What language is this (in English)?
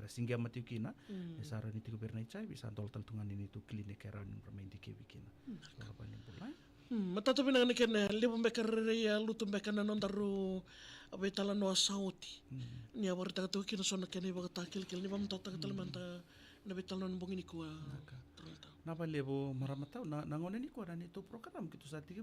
Fijian